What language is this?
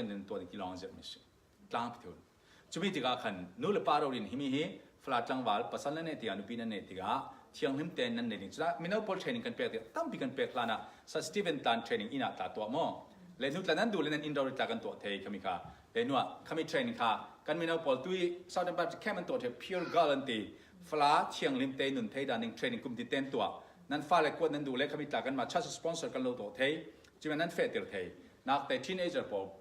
Falam Chin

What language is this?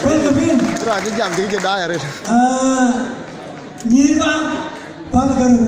Dinka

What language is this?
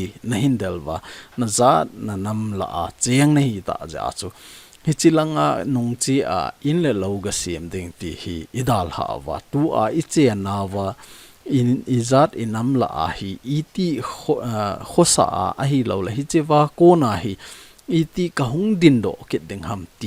Thado Chin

